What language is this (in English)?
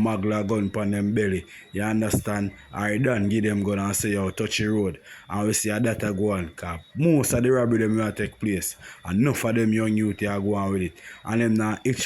Jamaican Creole English